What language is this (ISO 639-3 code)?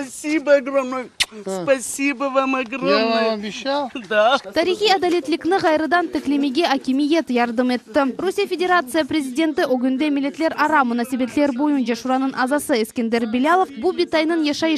crh